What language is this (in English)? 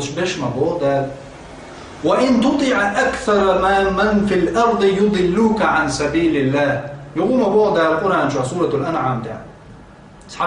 Chechen